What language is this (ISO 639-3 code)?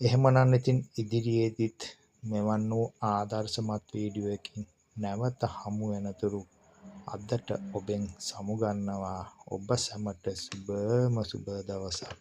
sin